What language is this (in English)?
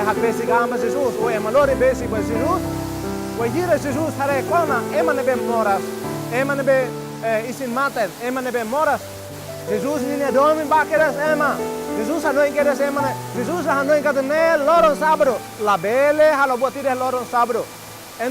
Tetum